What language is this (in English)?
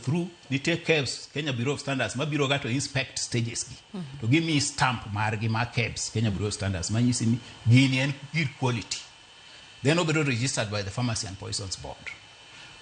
Luo (Kenya and Tanzania)